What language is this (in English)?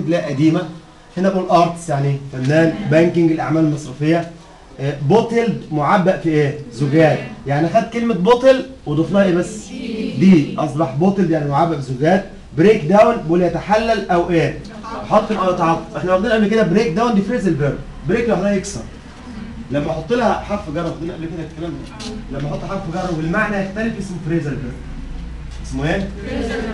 Egyptian Arabic